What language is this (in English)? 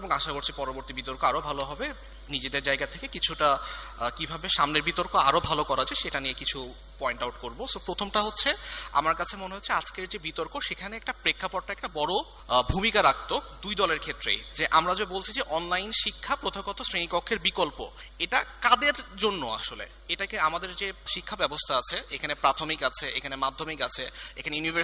Bangla